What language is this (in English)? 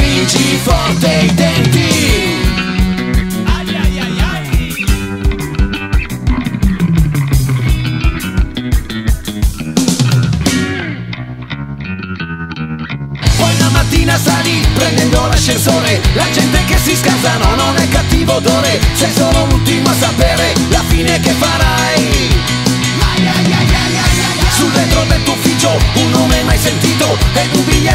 Italian